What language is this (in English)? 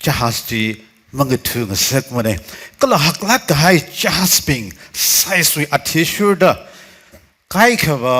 Tangkhul Naga (India)